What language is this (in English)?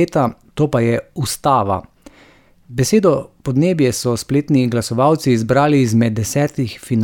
Slovenian